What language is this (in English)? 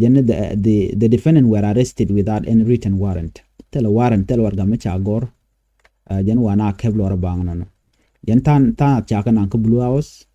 Nuer